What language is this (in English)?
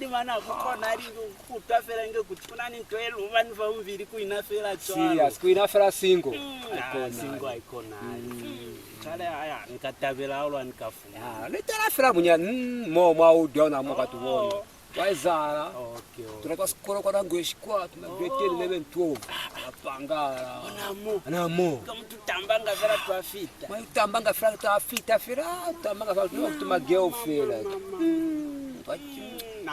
Lozi